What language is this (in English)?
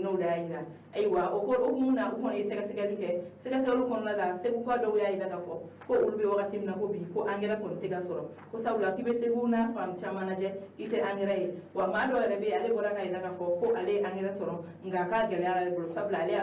Bambara